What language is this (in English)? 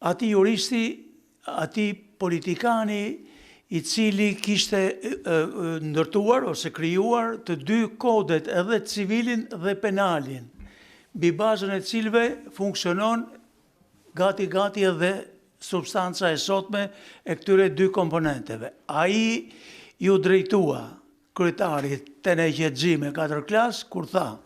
Albanian